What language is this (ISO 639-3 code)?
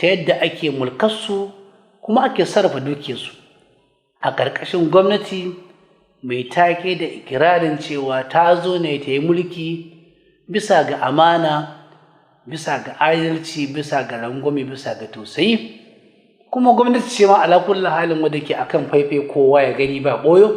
hau